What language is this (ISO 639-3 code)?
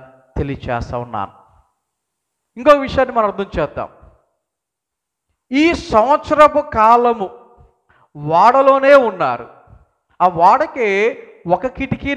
tel